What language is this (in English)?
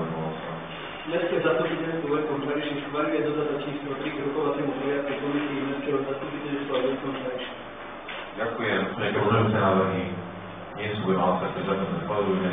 Slovak